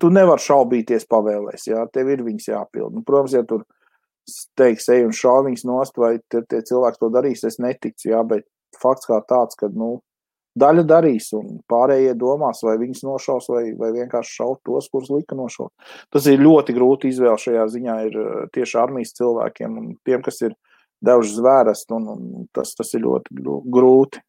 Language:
Latvian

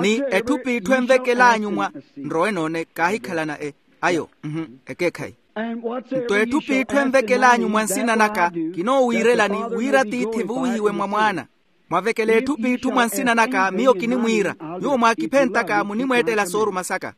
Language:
Makhuwa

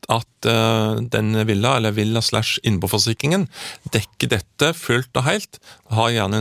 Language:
Norwegian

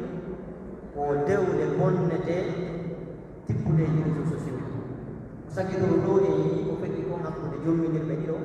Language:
Pular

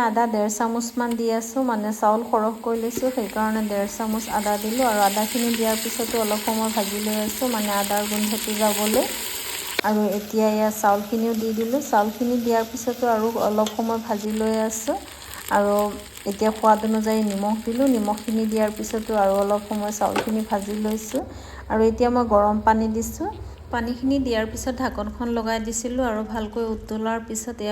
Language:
Assamese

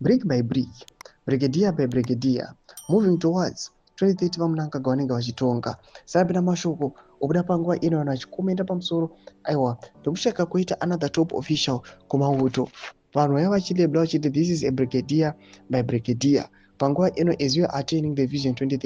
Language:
Shona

